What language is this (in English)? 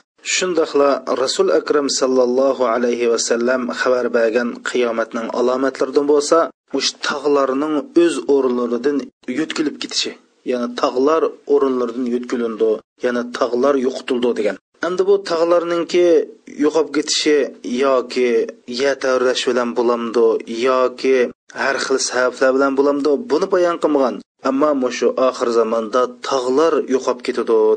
Uyghur